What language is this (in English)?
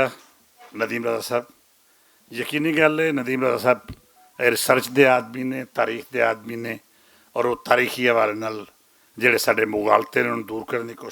Western Panjabi